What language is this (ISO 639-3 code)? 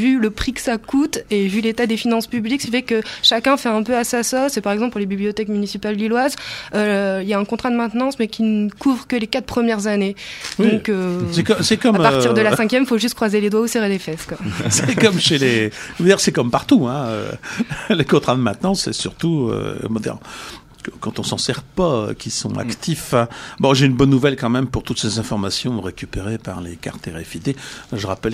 fra